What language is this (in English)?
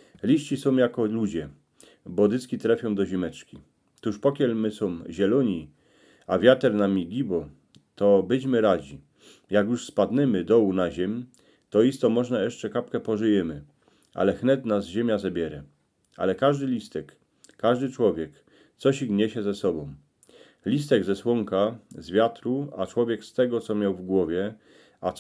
Silesian